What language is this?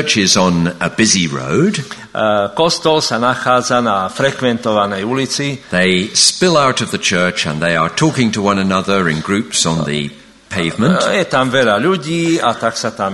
Slovak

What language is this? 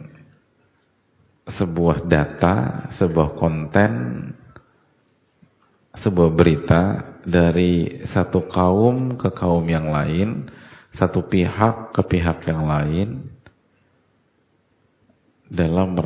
Indonesian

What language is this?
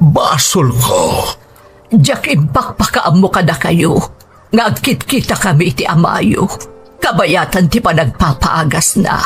Iloko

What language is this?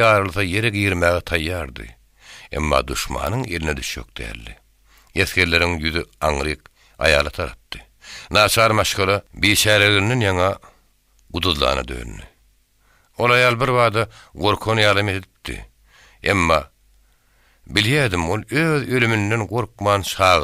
Turkmen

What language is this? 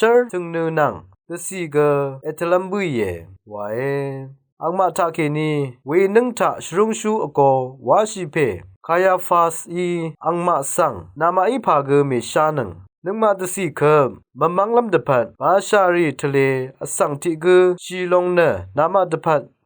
Rawang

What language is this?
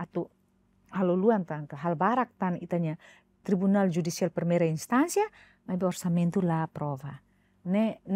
Tetum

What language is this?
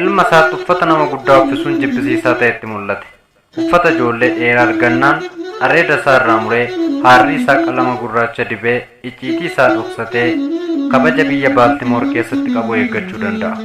Oromo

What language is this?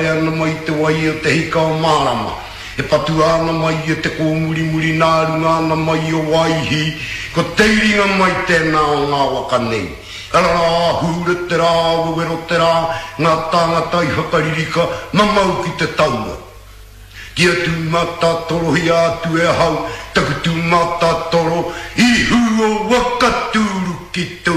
Māori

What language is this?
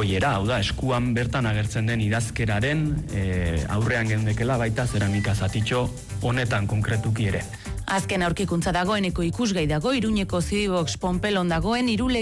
Basque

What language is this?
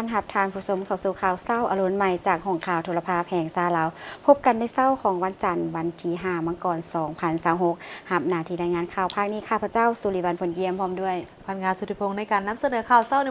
Lao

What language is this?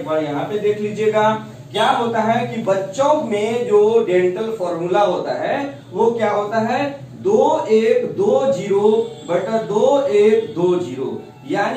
Hindi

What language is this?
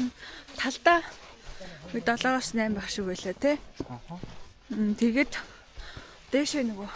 Mongolian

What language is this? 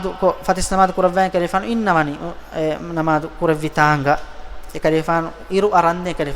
Divehi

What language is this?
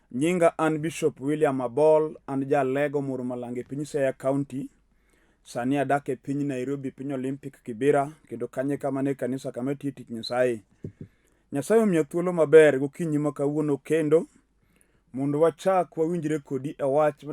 Luo (Kenya and Tanzania)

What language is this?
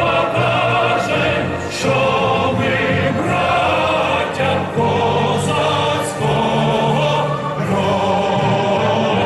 Rusyn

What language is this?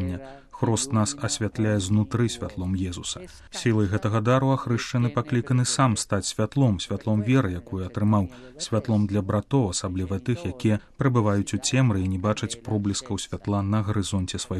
Belarusian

